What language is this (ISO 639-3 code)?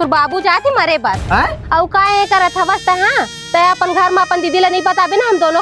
hne